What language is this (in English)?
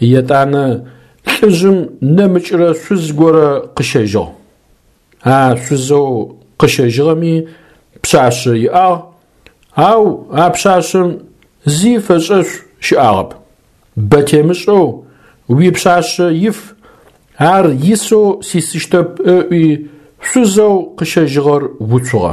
Adyghe